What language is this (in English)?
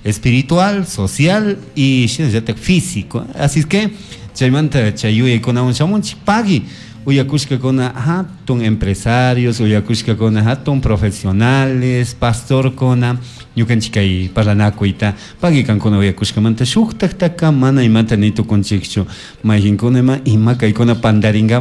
Chimborazo Highland Quichua